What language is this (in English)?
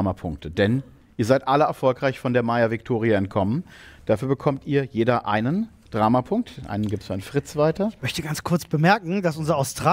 German